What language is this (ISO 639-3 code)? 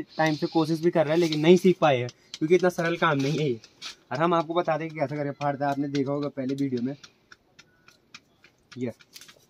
hin